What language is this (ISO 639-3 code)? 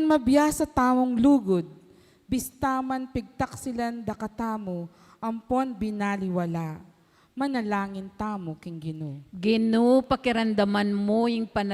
pam